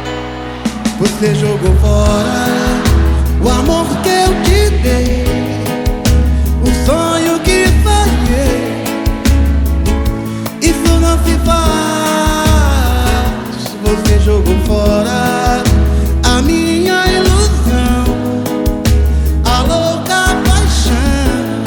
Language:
Portuguese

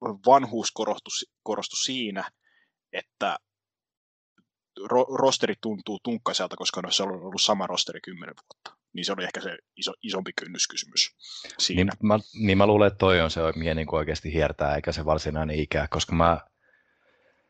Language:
Finnish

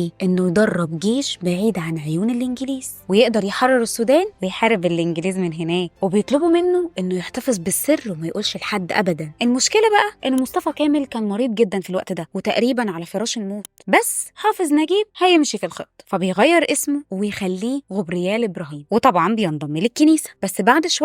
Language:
Egyptian Arabic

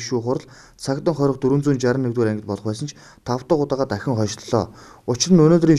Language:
Mongolian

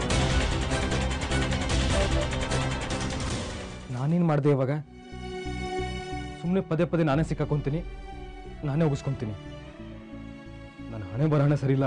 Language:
Kannada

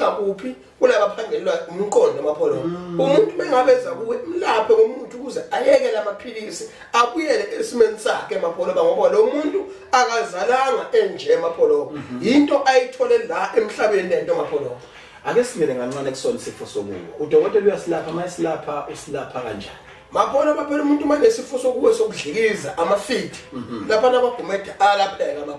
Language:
Zulu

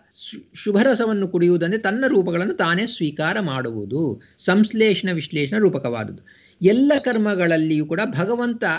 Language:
Kannada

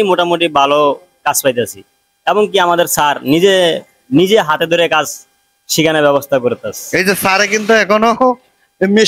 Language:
Bangla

